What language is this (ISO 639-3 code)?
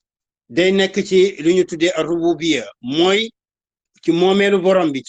wol